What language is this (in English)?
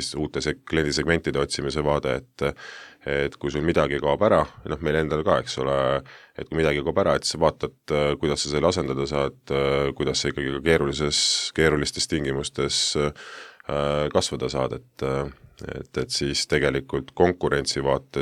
Estonian